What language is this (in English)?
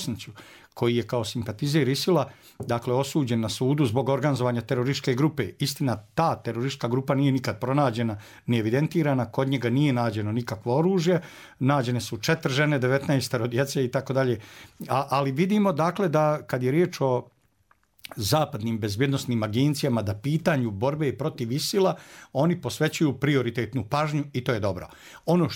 Bosnian